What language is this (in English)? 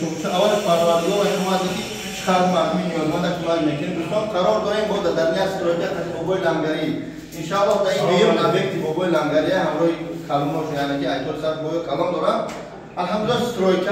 Tajik